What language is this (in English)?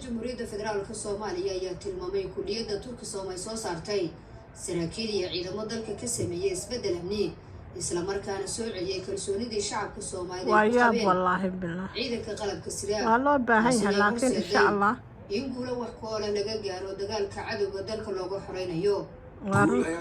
Somali